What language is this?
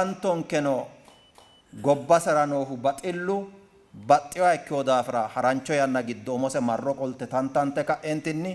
Sidamo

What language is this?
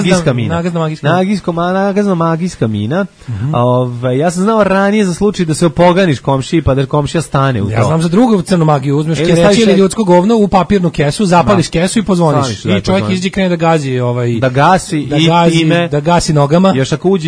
Serbian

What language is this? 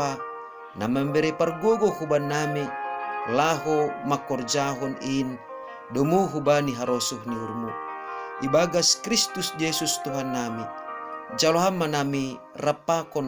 Batak Simalungun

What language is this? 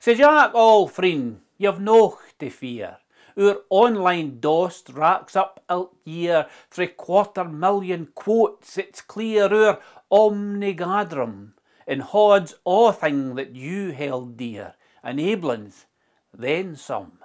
Scots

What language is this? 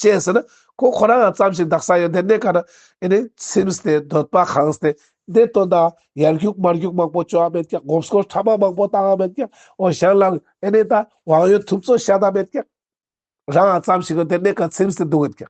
Ladakhi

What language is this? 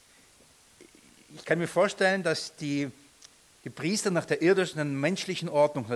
German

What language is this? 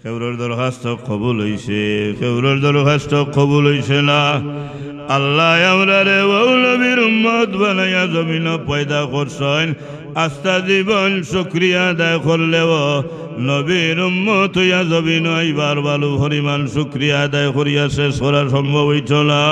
Sylheti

